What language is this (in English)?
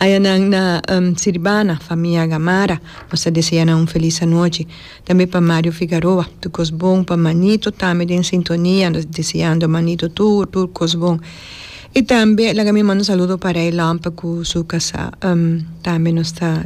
Papiamento